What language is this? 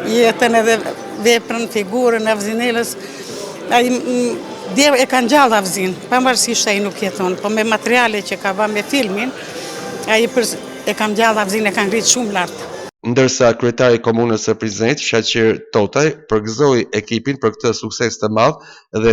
Albanian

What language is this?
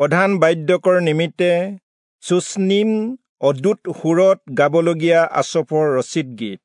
Assamese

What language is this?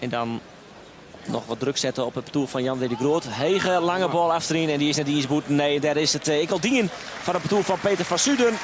Western Frisian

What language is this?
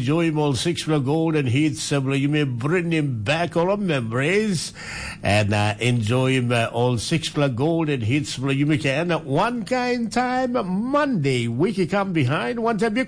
Tok Pisin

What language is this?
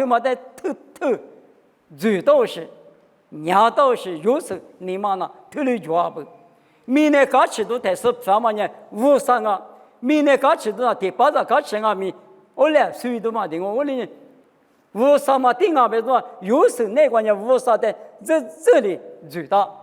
Lisu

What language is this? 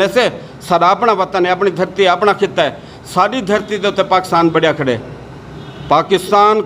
Saraiki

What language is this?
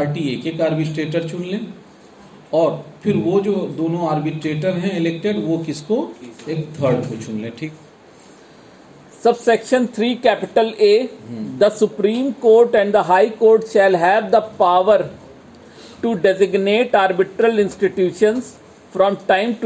Hindi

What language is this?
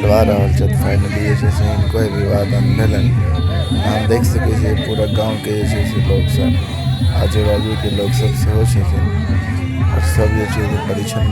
Maithili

